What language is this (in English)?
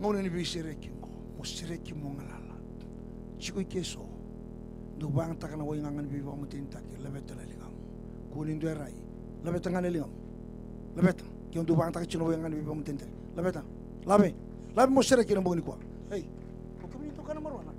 Fijian